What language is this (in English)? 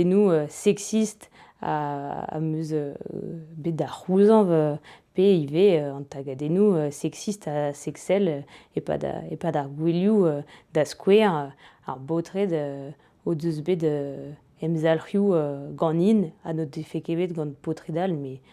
Breton